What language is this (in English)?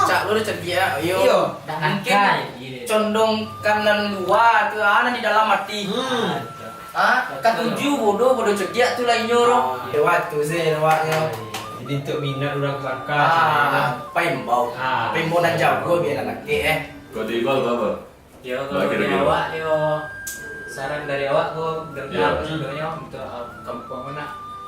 Minangkabau